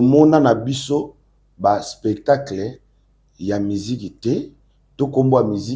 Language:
Lingala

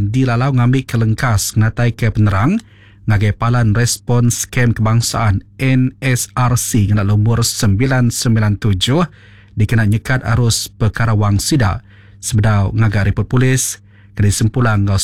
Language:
Iban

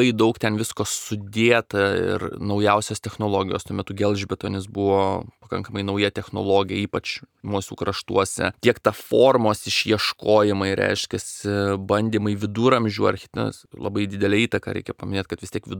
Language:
Lithuanian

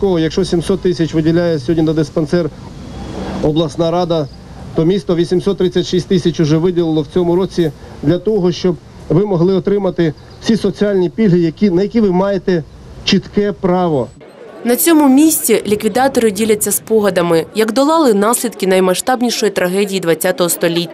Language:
Ukrainian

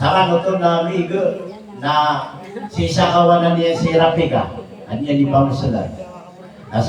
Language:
Maranao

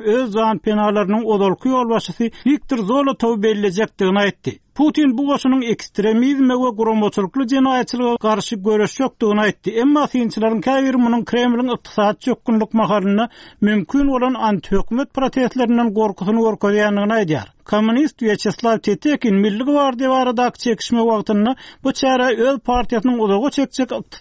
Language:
Turkmen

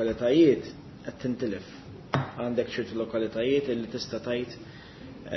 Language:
Maltese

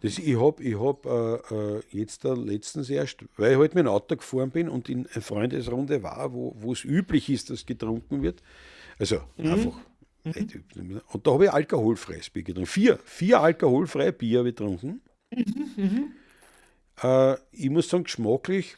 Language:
Bavarian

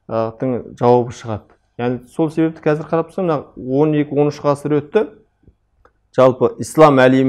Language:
Kazakh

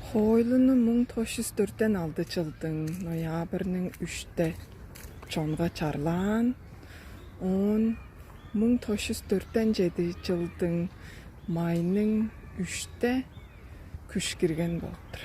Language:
Tuvinian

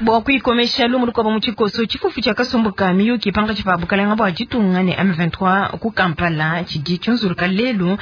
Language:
Luba-Lulua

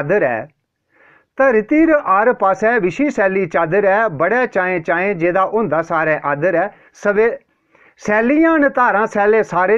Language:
Dogri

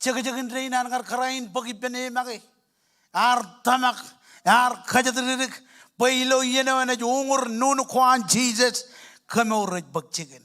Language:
Marshallese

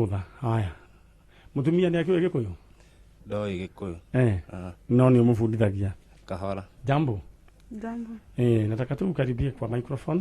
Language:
Kikuyu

